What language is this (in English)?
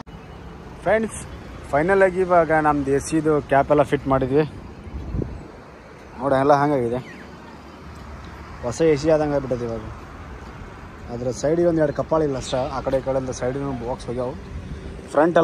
Kannada